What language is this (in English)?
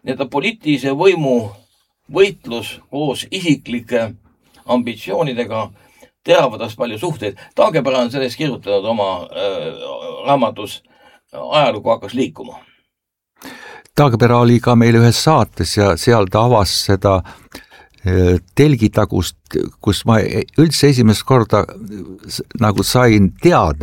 Estonian